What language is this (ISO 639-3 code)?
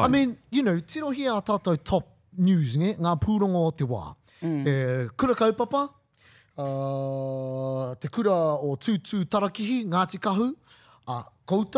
mri